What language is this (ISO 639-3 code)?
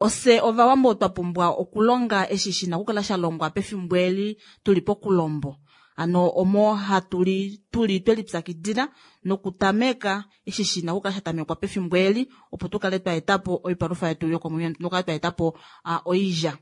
kua